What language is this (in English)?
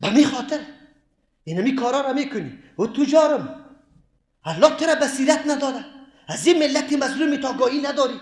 Persian